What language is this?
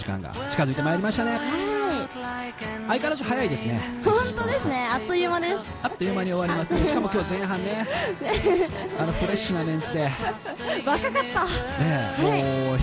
Japanese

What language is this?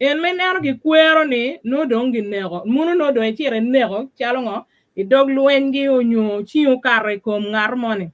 Acoli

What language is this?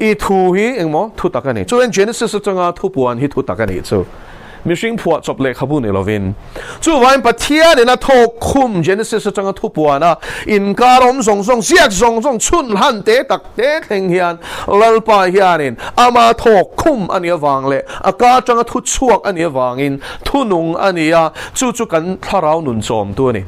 Mizo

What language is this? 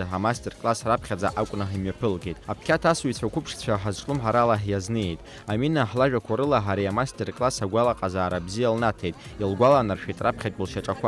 Abkhazian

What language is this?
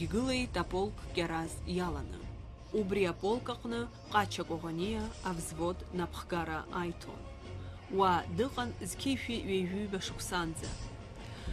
Abkhazian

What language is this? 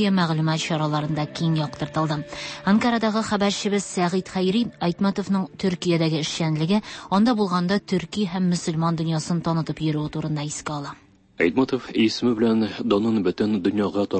Tatar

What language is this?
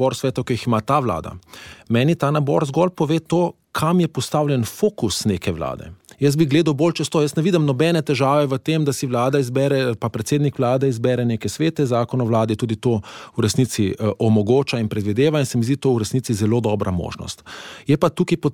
Slovenian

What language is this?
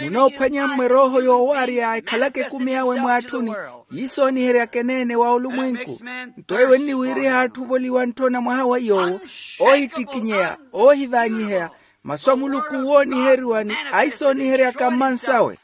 Makhuwa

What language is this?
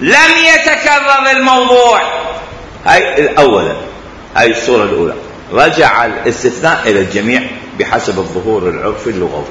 Mesopotamian Arabic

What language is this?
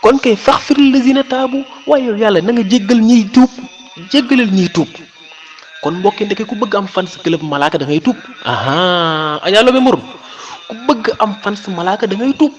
Wolof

